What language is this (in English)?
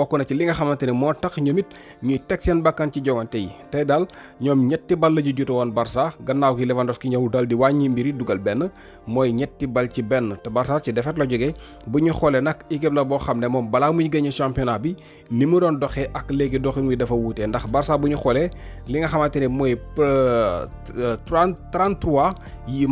Wolof